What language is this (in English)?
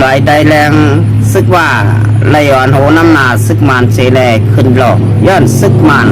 Shan